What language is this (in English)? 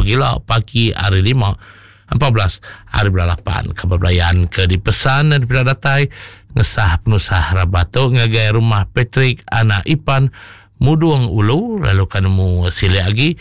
Iban